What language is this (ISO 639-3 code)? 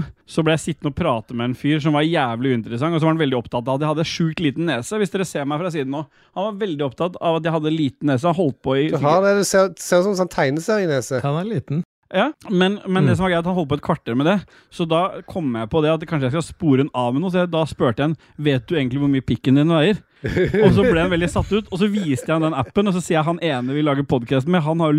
nor